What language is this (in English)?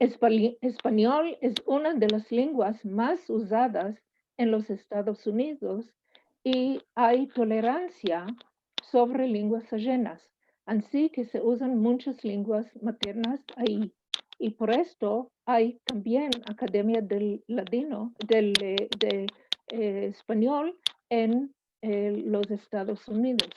Ladino